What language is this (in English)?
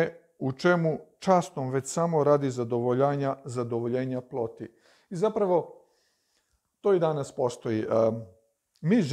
Serbian